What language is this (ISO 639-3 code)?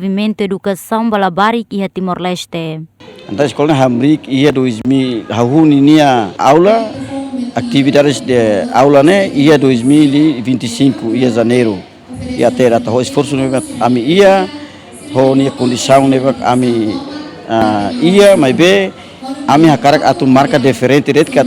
tet